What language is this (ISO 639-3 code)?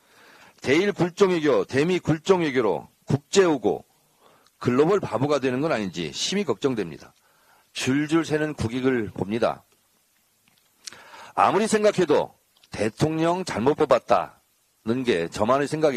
kor